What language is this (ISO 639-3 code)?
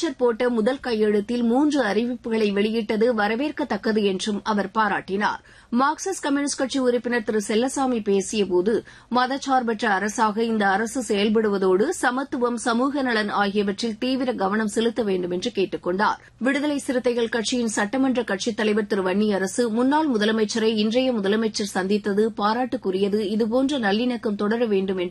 tam